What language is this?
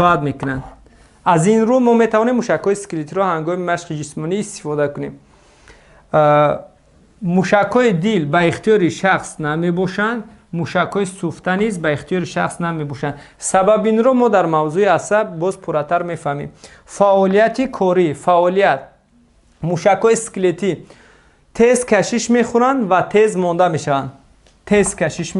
Tajik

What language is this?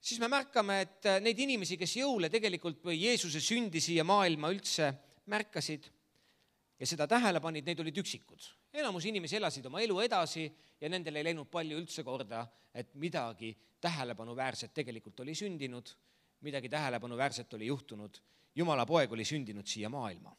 Estonian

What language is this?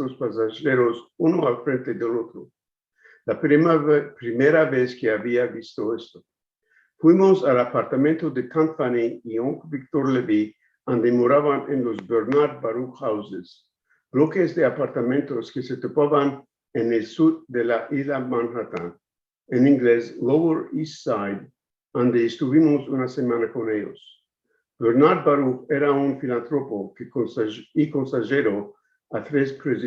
Ladino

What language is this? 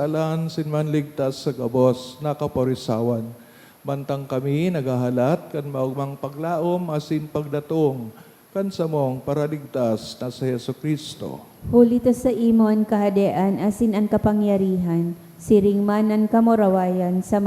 Bikol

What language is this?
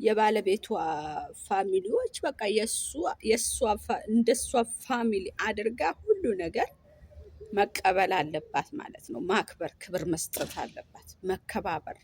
Amharic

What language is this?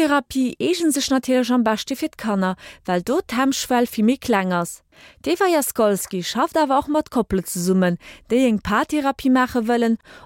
Luxembourgish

